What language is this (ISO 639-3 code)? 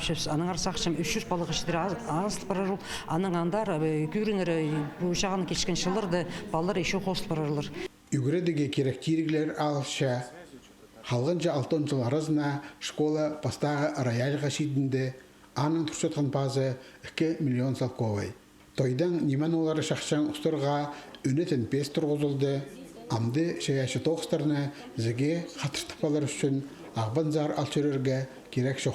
kjh